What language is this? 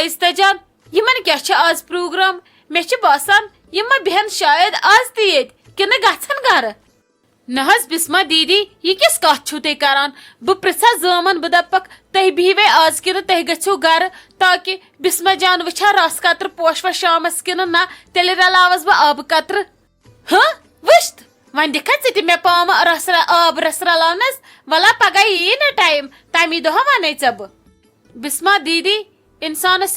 Kashmiri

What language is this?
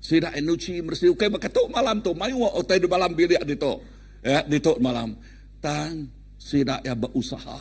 Iban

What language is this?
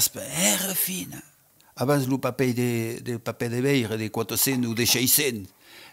Occitan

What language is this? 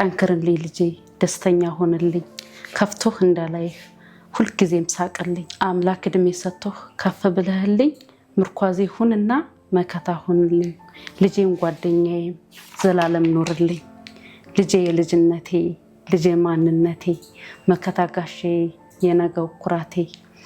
Amharic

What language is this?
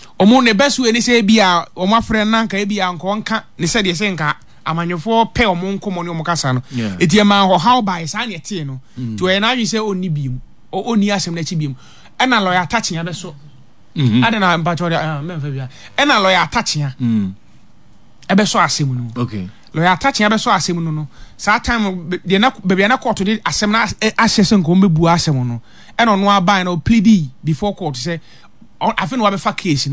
Akan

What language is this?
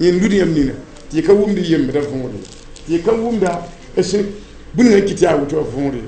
Mossi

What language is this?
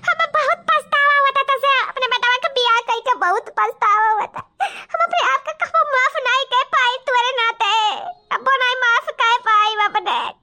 Awadhi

